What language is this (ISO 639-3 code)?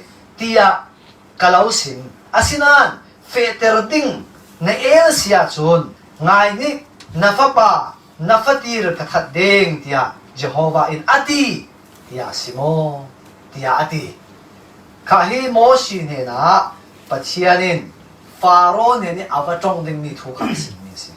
cfm